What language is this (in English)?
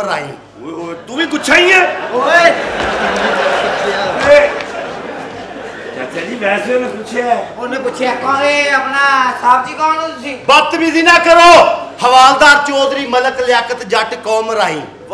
Punjabi